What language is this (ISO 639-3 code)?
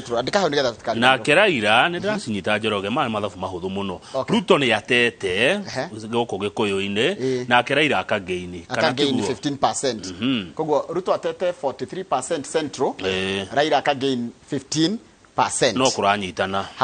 kik